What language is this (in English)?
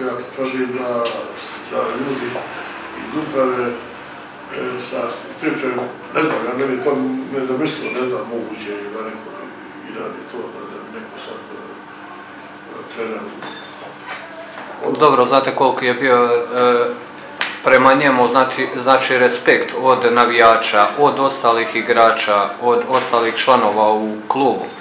Croatian